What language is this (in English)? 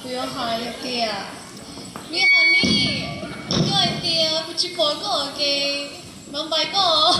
Hmong